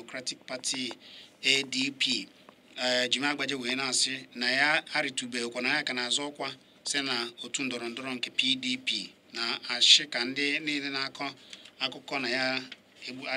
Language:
Igbo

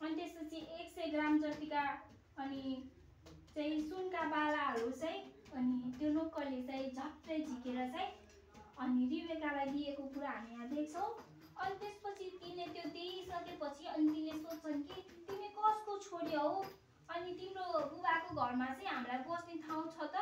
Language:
Nepali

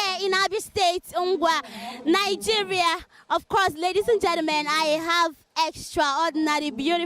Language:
Igbo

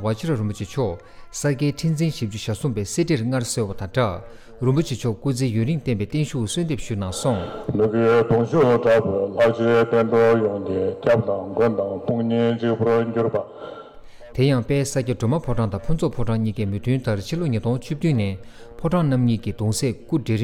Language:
Tibetan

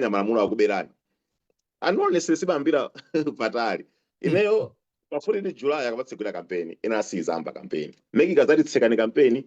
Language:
Nyanja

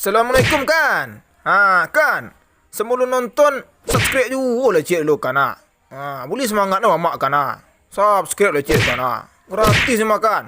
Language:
Minangkabau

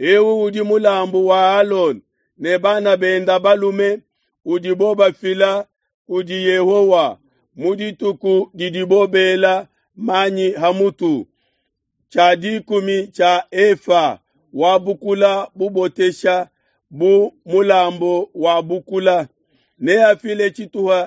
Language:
Luba-Lulua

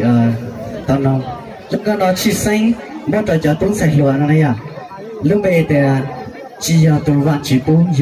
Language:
Hmong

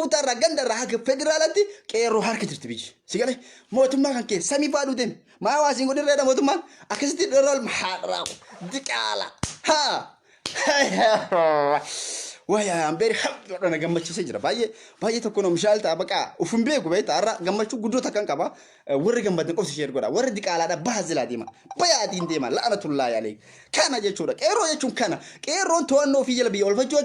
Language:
Oromo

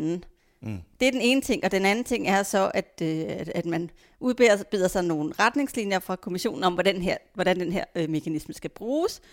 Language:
Danish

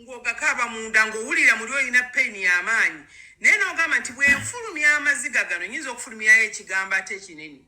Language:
Ganda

